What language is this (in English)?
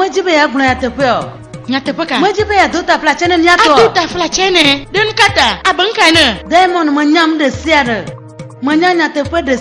Ewe